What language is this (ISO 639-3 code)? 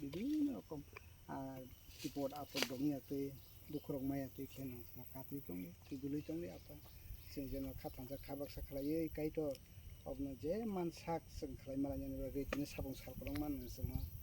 trp